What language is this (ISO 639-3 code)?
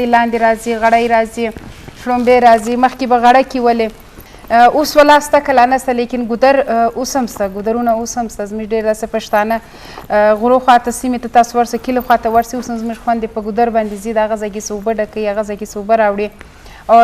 bgp